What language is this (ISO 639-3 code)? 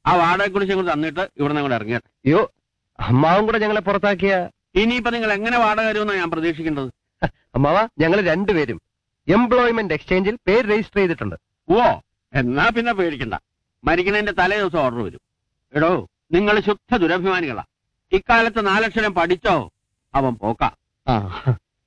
mal